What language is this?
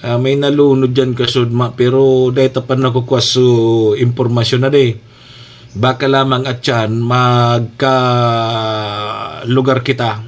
Bikol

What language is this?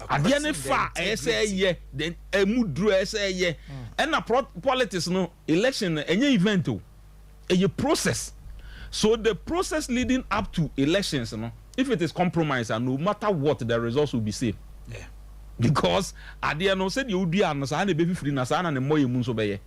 Akan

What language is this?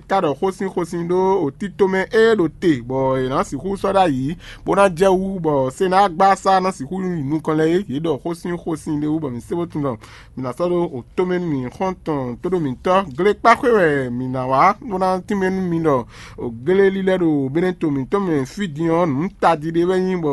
Fon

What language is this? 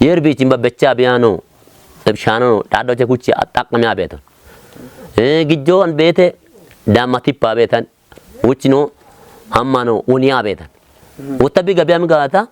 Kafa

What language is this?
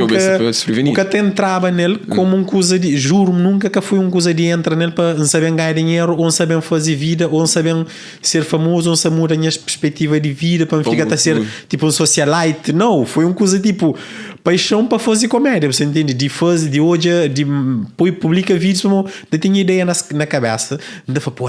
Kabuverdianu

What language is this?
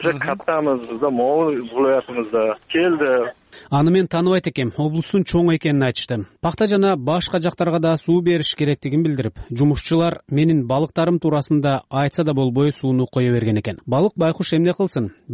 Kyrgyz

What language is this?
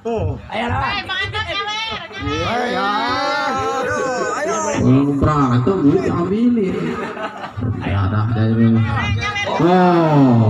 Betawi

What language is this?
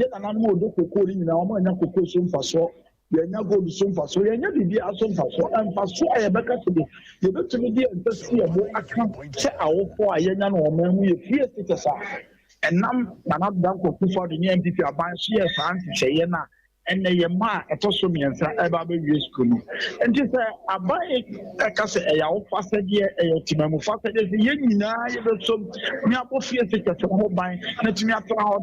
Akan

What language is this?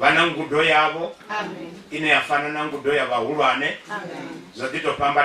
Venda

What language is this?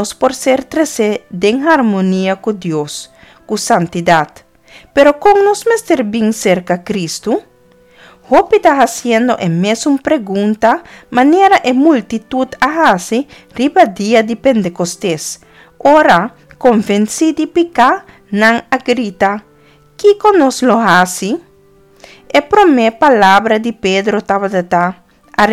Papiamento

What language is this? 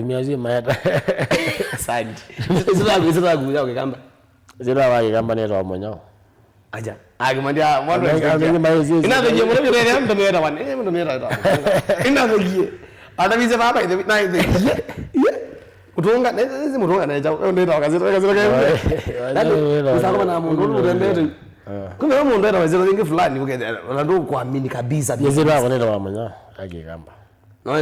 Kamba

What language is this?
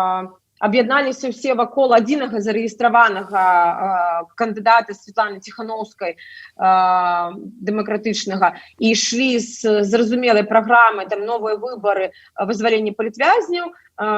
Belarusian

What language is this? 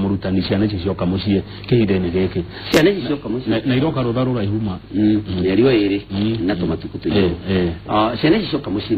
Kikuyu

